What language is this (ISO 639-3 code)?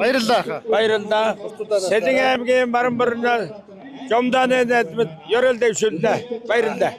mon